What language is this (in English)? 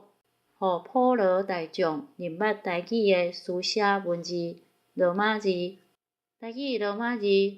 Min Nan Chinese